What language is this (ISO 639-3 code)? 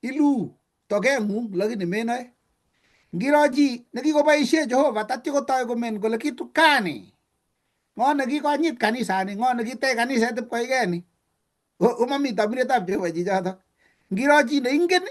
kln